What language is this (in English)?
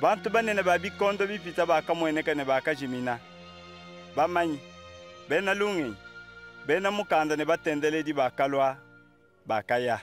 Luba-Lulua